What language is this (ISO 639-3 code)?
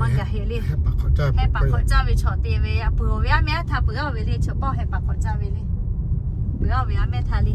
lhu